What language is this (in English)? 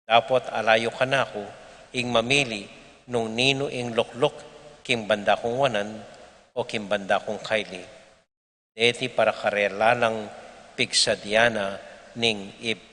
Pampanga